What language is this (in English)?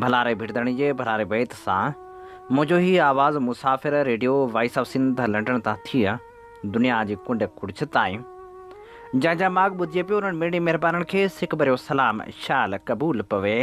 Sindhi